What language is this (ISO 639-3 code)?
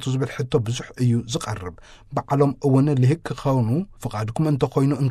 tir